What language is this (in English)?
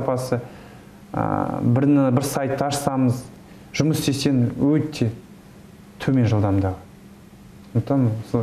Kazakh